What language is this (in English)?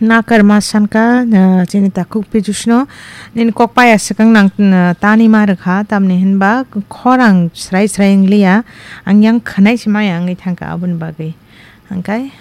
Kok Borok